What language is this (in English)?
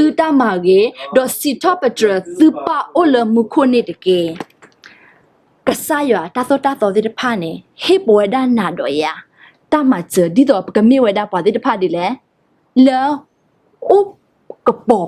S'gaw Karen